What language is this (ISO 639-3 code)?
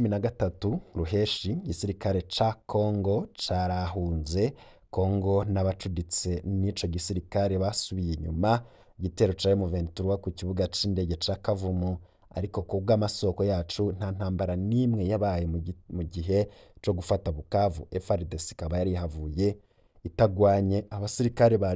run